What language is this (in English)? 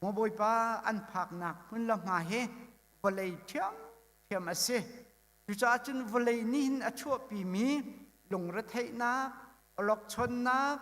Hakha Chin